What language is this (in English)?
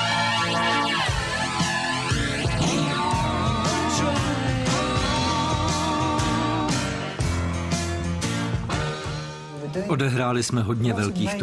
Czech